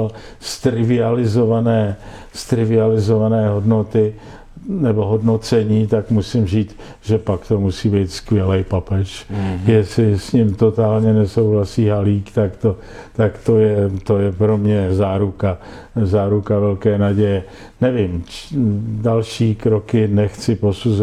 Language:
Czech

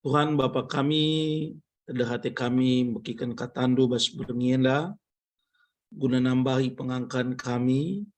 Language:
Batak Karo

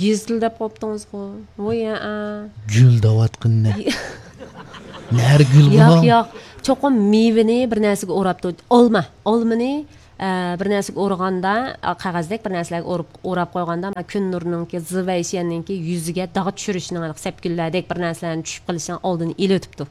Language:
Uyghur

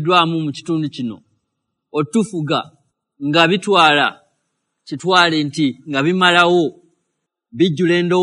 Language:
Ganda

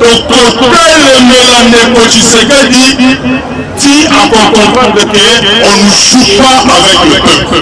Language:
Lingala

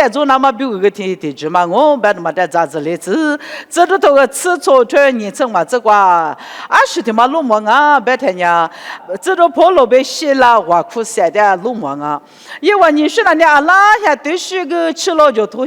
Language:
Lisu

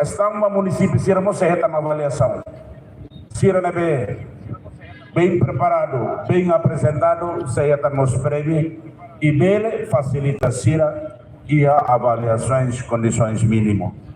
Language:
Tetum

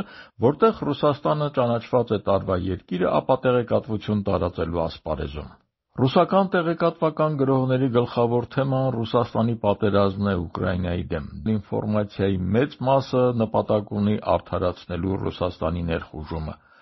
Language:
Armenian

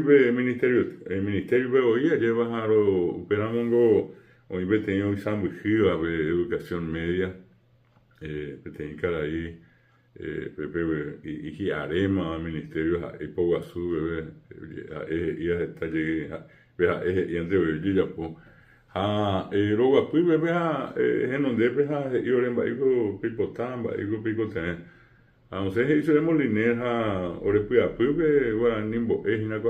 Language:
Guarani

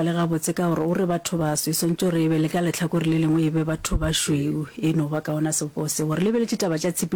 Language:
Northern Sotho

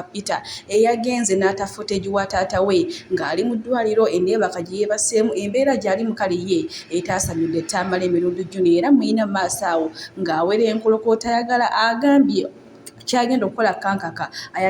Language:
Ganda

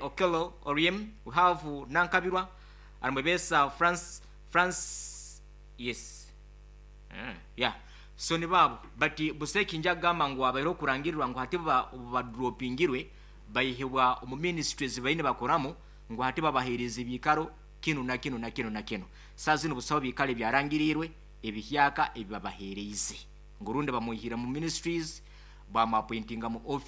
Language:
Nyoro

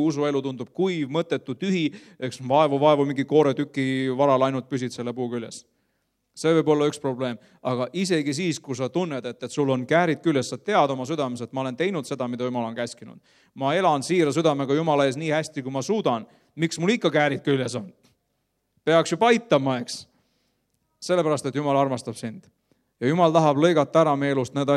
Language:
Estonian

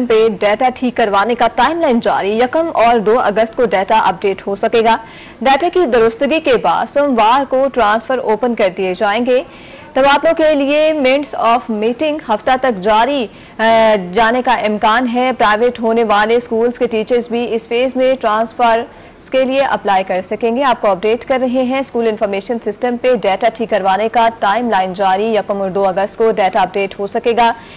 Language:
Urdu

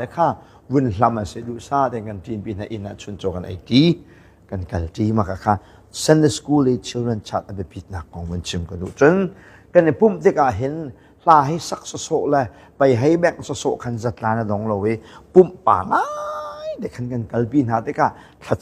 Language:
Hakha Chin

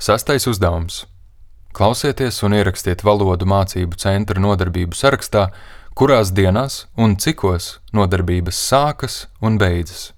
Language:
Latvian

